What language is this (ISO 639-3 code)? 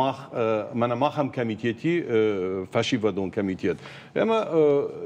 oss